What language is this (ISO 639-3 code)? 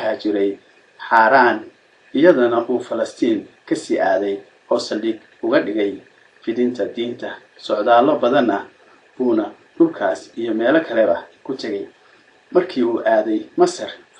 som